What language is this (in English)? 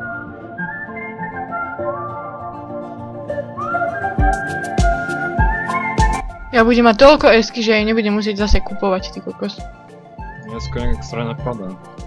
Slovak